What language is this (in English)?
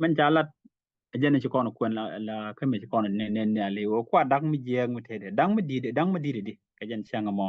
Nuer